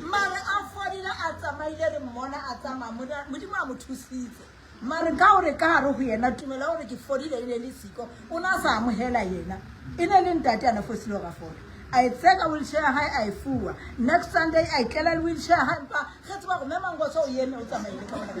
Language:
Southern Sotho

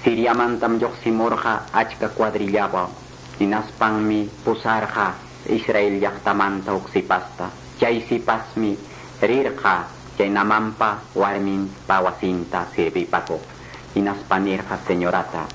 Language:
Quechua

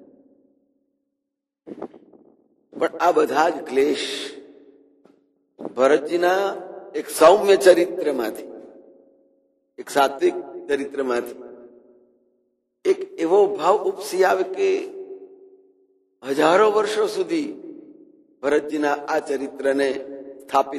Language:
Gujarati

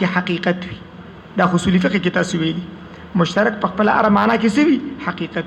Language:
Pashto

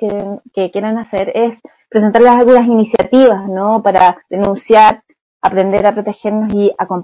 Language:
Spanish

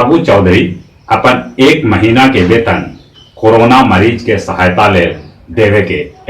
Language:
Magahi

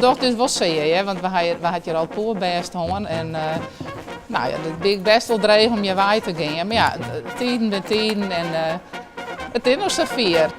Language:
Western Frisian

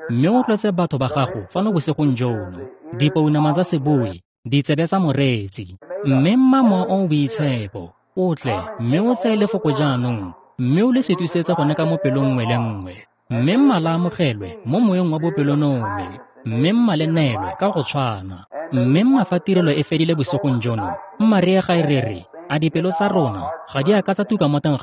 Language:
Tswana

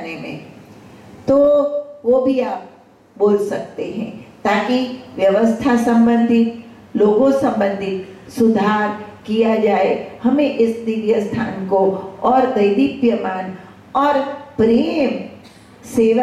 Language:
Hindi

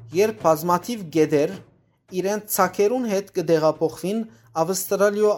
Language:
Western Armenian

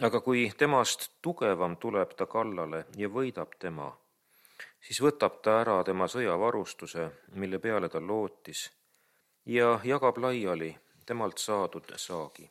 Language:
Estonian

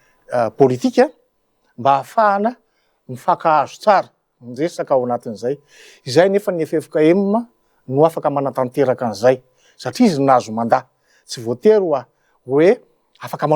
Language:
Malagasy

